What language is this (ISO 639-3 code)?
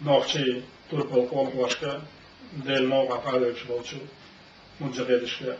che